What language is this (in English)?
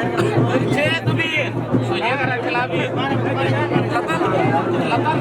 Santali